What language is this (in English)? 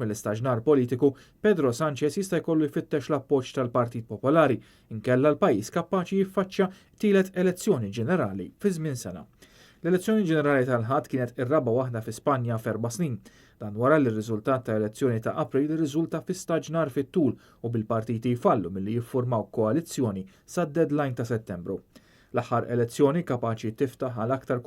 Maltese